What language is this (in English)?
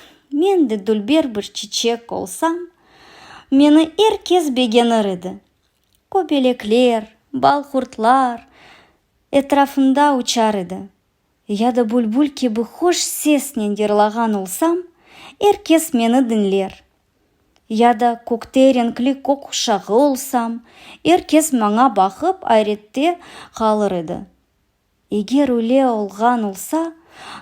Crimean Tatar